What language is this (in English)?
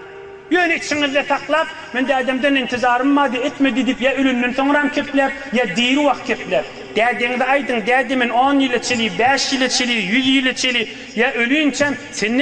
Turkmen